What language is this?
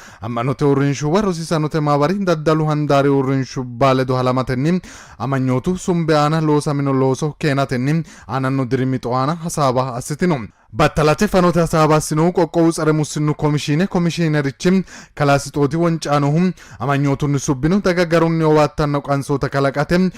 Sidamo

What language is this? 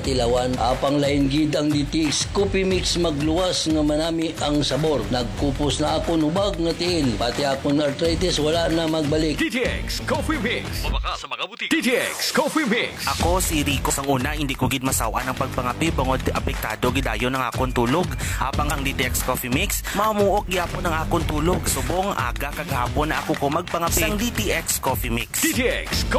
Hiligaynon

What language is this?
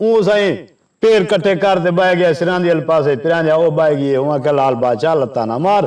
Saraiki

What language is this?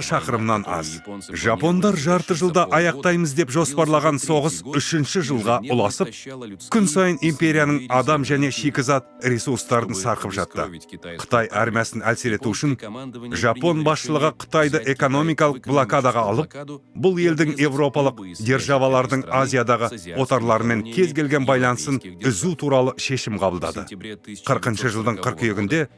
Kazakh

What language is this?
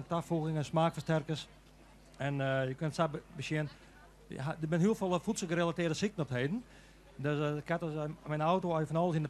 Western Frisian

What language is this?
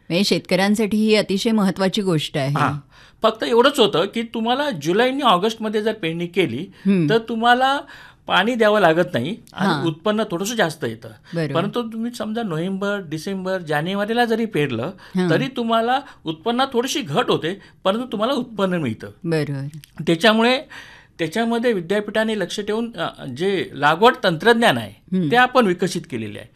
Marathi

